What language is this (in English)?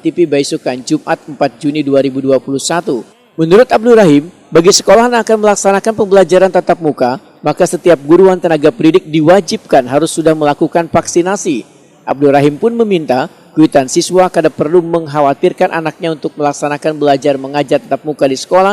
Banjar